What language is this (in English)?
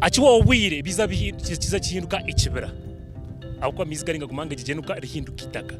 Nyankole